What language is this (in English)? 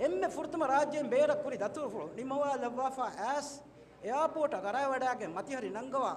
Divehi